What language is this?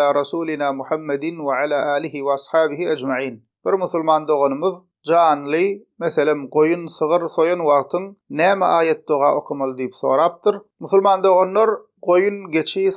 Turkmen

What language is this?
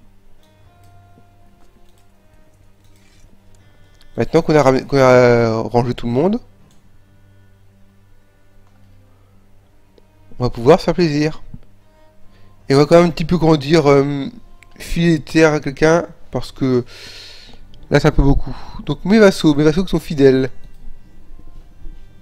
French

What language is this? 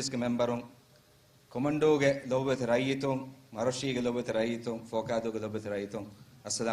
Divehi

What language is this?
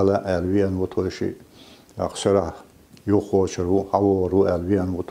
Chechen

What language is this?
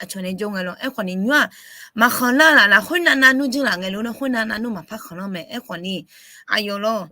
Akha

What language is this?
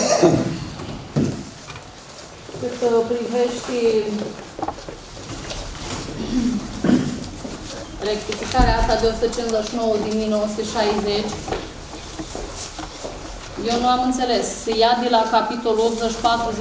Romanian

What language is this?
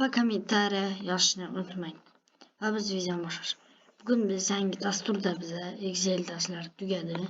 Uzbek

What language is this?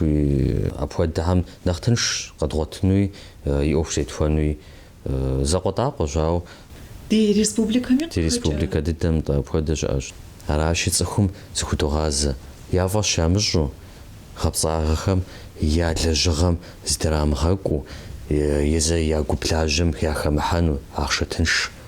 Kabardian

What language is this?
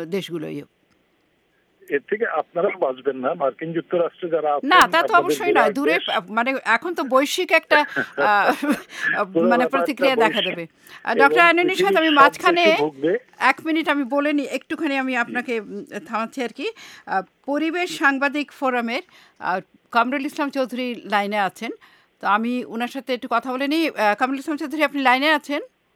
Bangla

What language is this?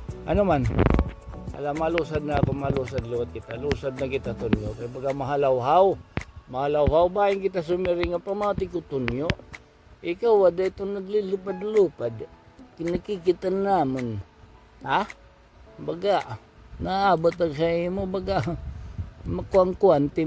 Waray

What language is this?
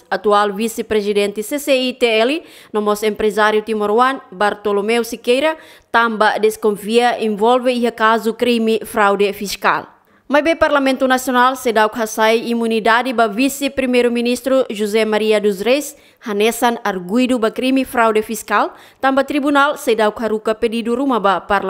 Tetum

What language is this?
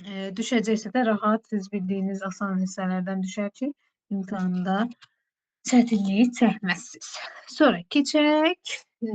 Azerbaijani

